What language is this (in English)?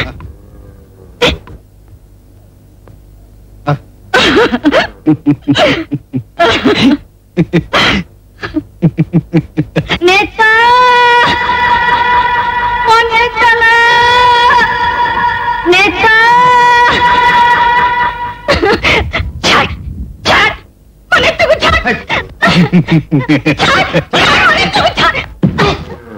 Odia